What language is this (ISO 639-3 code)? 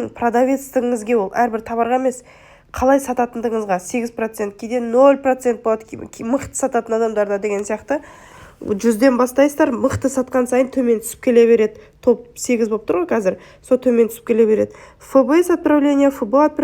kaz